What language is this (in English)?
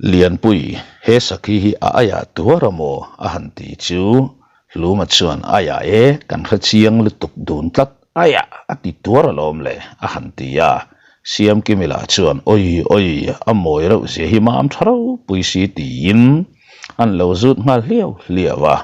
Mizo